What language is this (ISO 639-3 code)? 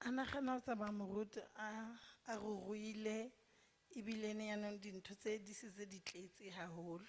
sot